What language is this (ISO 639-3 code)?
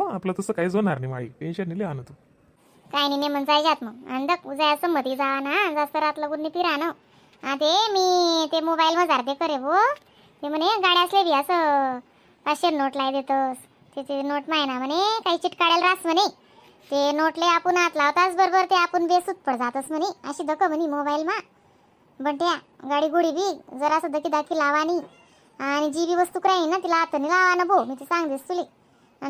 khn